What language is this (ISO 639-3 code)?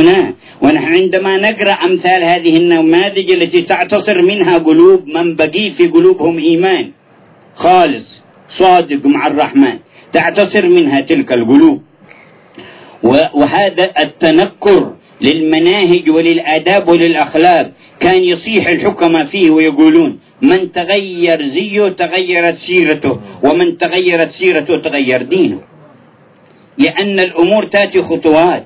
ara